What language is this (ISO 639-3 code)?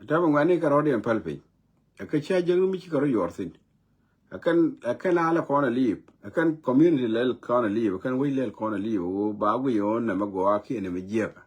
nus